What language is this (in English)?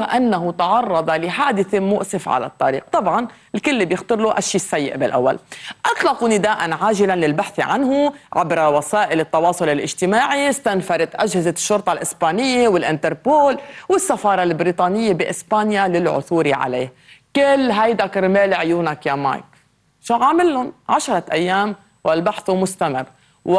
North Levantine Arabic